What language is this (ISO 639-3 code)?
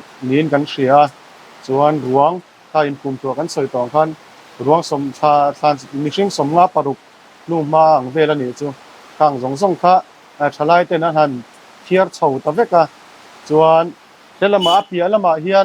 lus